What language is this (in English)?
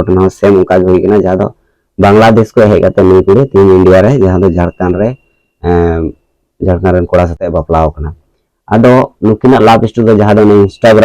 Santali